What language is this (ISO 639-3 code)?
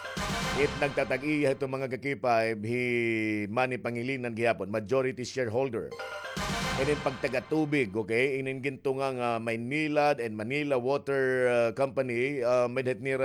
war